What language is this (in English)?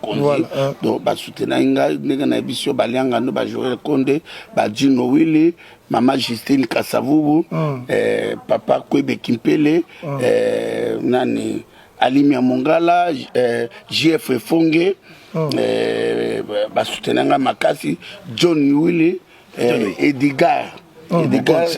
Lingala